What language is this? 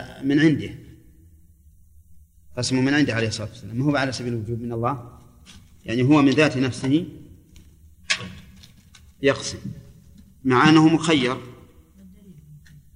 Arabic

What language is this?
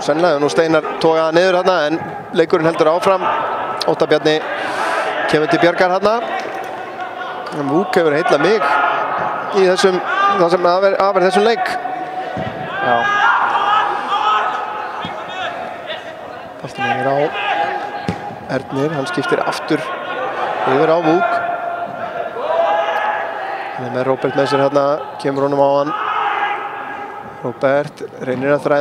Icelandic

